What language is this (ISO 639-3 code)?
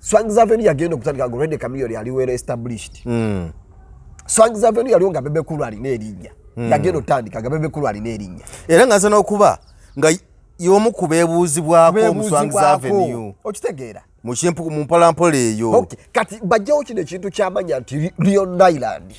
lug